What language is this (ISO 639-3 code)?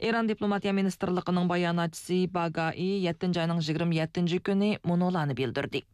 uig